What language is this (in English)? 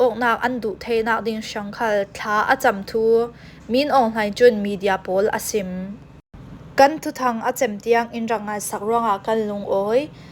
Falam Chin